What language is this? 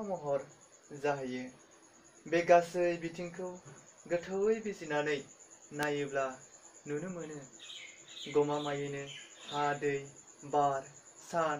Bodo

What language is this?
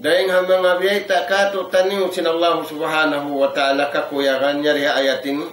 Tausug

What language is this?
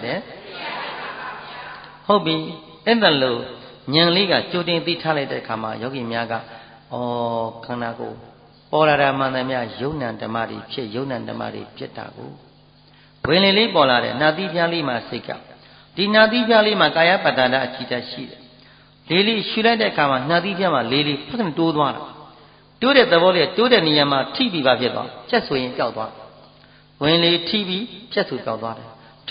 Burmese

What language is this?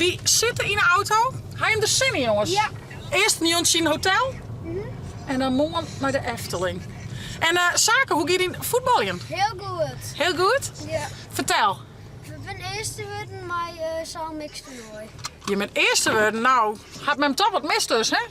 Western Frisian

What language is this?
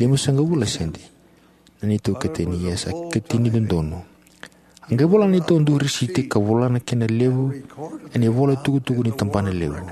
Fijian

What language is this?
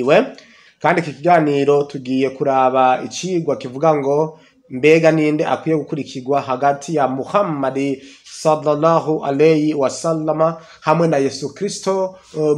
Rundi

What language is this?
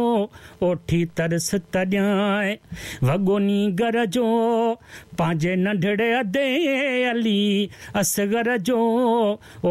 Sindhi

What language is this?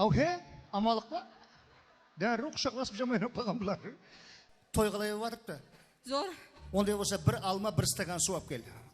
Kara-Kalpak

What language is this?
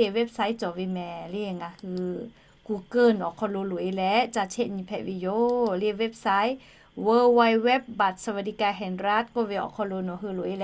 Lahu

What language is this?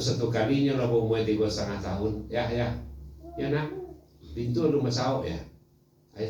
Minangkabau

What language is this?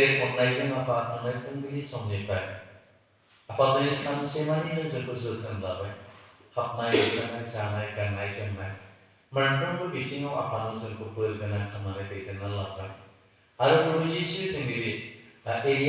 Bodo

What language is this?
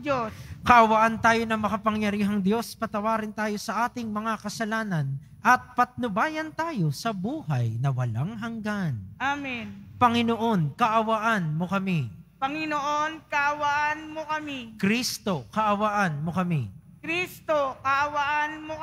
Filipino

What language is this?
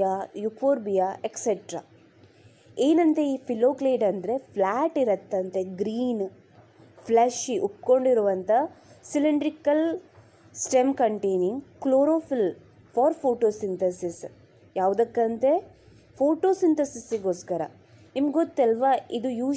Kannada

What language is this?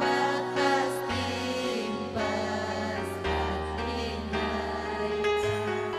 Ayacucho Quechua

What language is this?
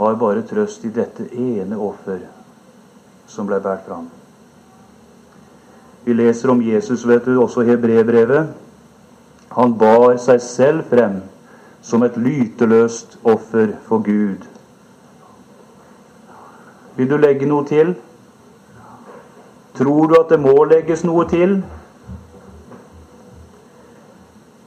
Norwegian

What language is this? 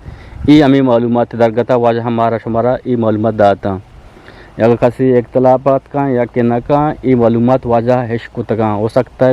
Eastern Balochi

